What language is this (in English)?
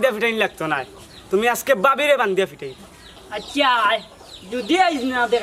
Sylheti